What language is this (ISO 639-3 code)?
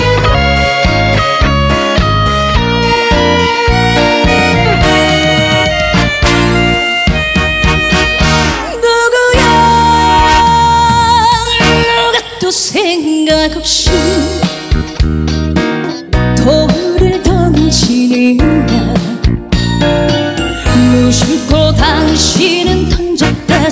kor